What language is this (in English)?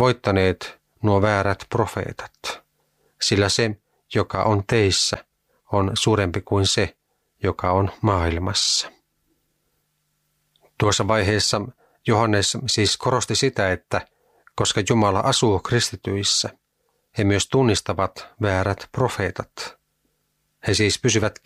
Finnish